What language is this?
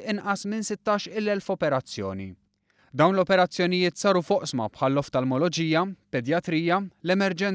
Maltese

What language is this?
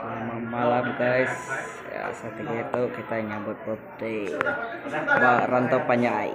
Iban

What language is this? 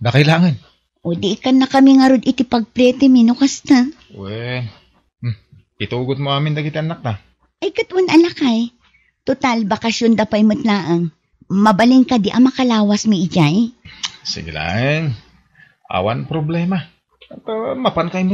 Iloko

